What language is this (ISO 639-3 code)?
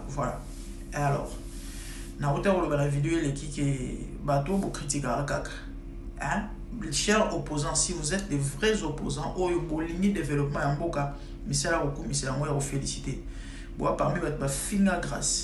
lin